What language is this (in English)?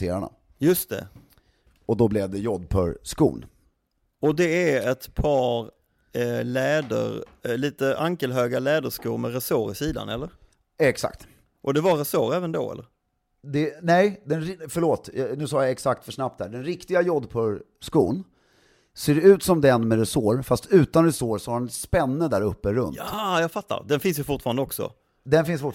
Swedish